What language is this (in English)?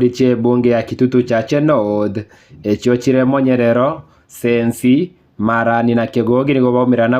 Gusii